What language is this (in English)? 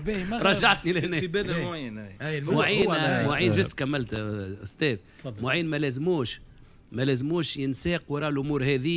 Tunisian Arabic